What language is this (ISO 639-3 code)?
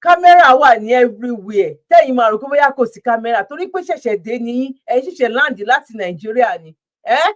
yor